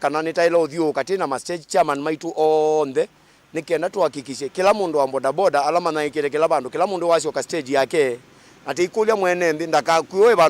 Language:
Kamba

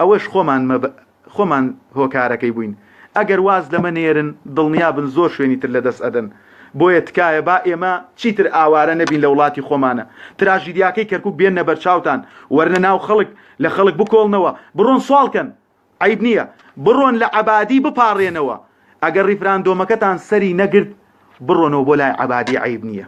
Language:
Central Kurdish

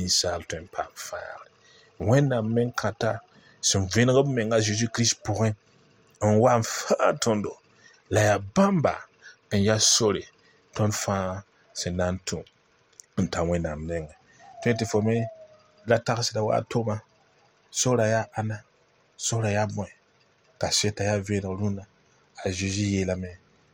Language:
Mossi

